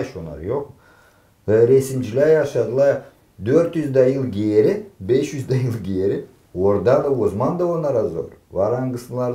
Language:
Gagauz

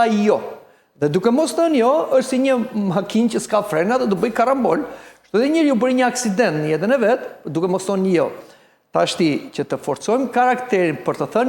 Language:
Albanian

